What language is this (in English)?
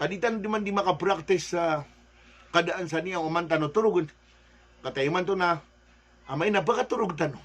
Maranao